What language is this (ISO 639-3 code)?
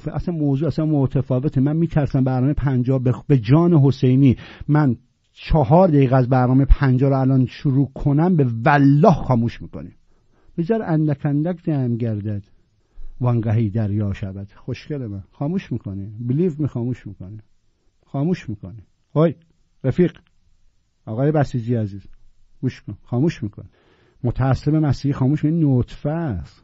fas